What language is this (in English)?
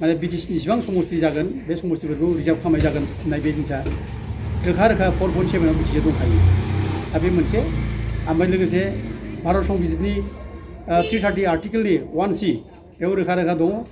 Bodo